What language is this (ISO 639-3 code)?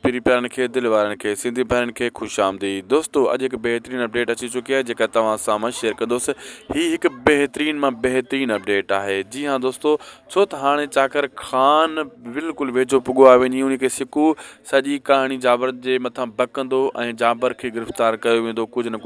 snd